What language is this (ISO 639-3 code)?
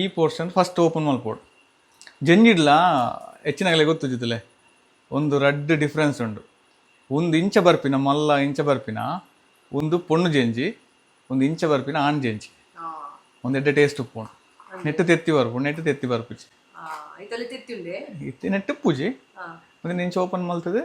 tcy